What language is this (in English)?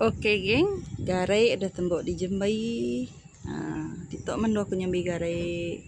Iban